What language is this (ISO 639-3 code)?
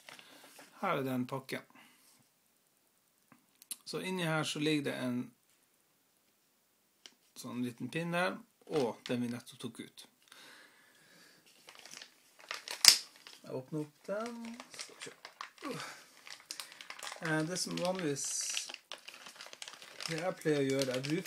nor